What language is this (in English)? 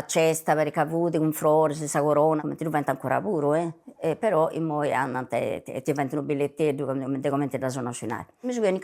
Sardinian